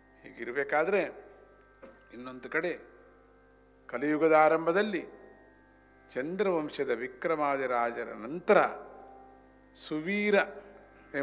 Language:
Kannada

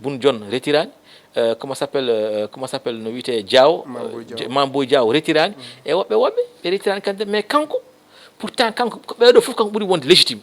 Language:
Fula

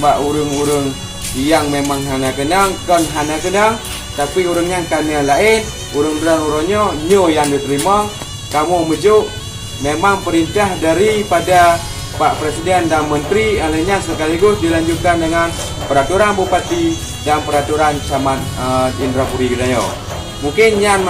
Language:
Achinese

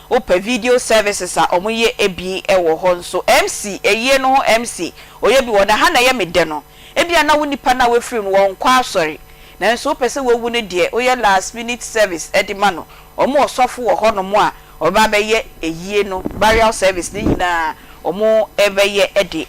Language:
Akan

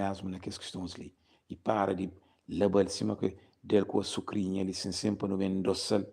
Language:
Kabuverdianu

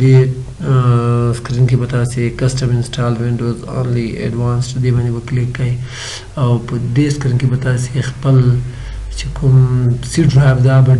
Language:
Pashto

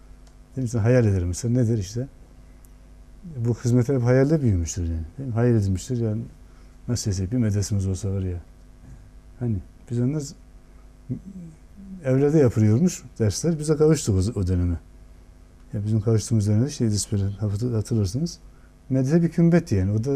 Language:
Turkish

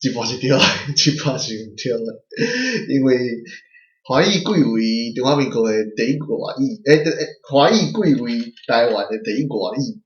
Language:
Min Nan Chinese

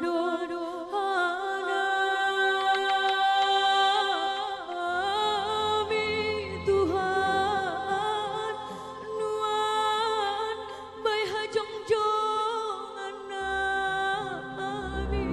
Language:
Batak Simalungun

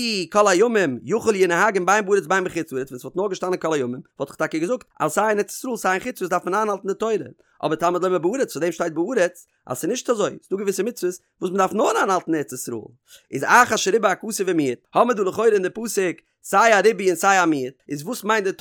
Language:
Yiddish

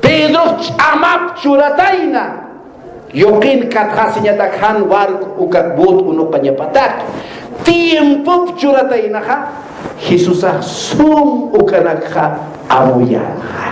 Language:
Aymara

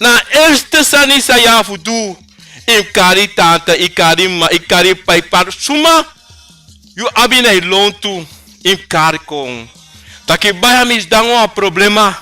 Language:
Sranan Tongo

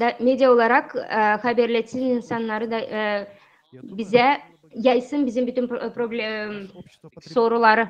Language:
Gagauz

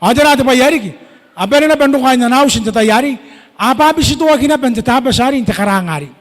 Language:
Gilbertese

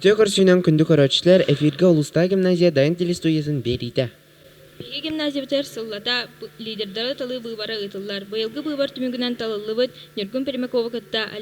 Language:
Yakut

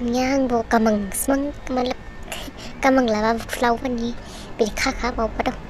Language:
Dimasa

